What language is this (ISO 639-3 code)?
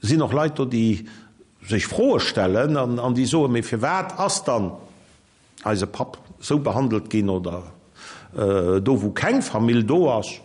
ltz